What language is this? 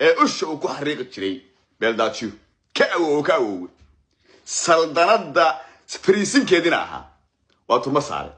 Somali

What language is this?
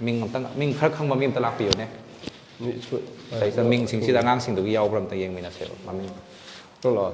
Manipuri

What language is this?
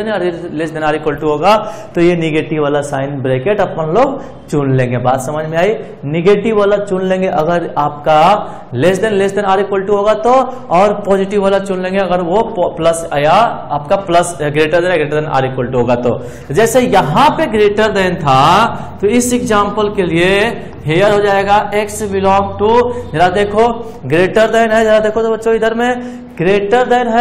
Hindi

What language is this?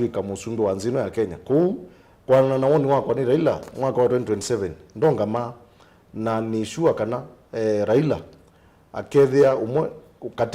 Kamba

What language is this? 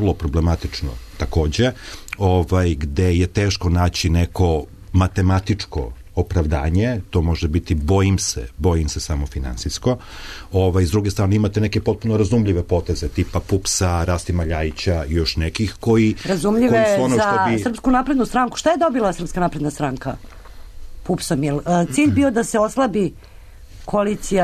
Serbian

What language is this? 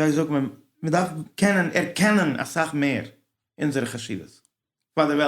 Yiddish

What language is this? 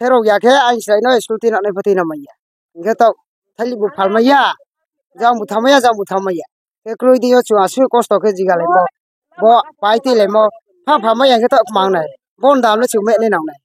Kok Borok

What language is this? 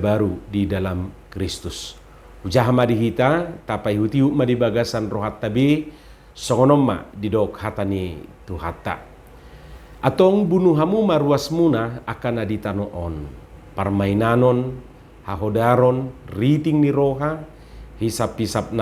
Batak Toba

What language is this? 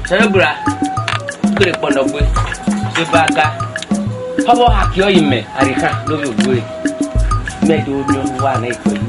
Esan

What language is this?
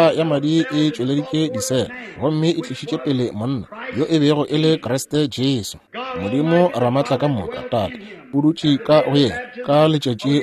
Northern Sotho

